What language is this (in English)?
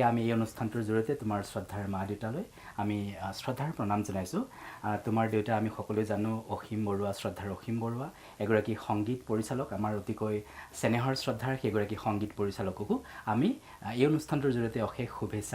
Assamese